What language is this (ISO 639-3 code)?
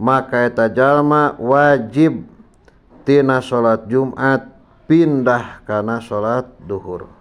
sun